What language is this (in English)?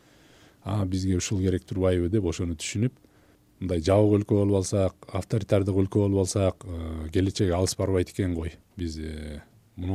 Kyrgyz